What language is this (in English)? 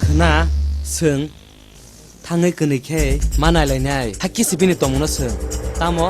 Kok Borok